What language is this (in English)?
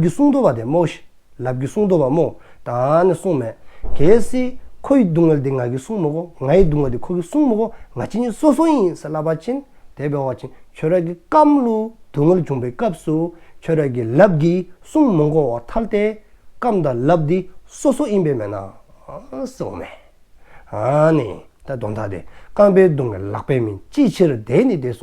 Dzongkha